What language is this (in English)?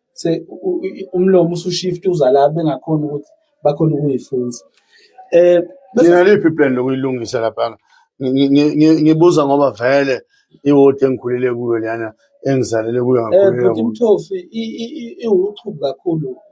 Zulu